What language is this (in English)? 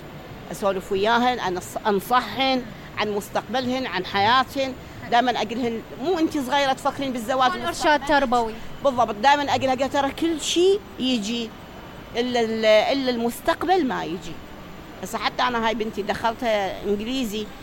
Mesopotamian Arabic